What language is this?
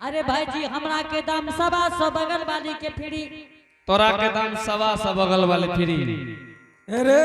Angika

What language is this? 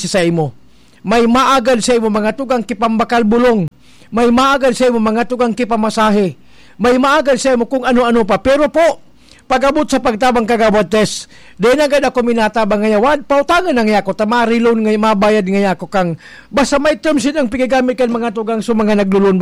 Bikol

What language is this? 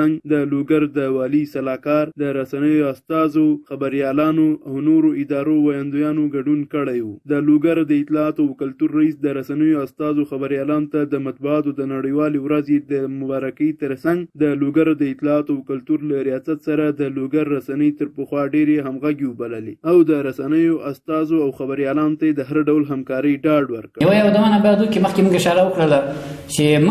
Pashto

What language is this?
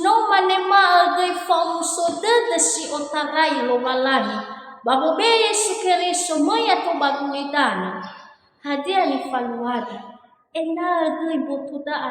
Nias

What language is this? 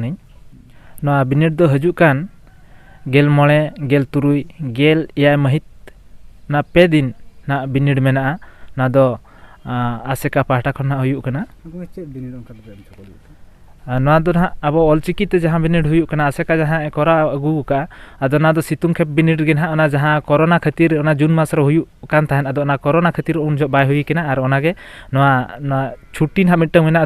Santali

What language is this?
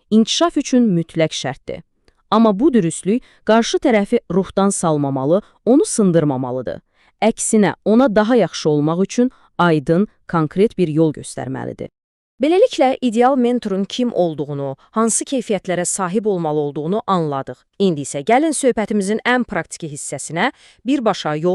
Azerbaijani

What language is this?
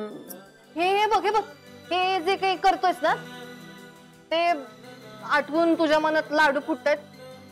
Marathi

